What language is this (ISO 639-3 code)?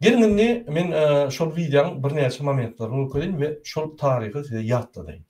tuk